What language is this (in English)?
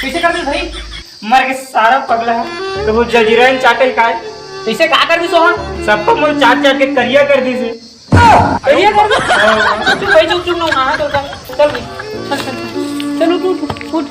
Chhattisgarhi